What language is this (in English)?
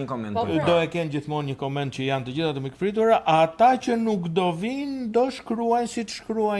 Albanian